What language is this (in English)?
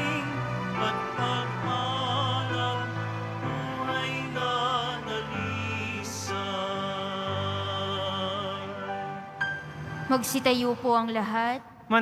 Filipino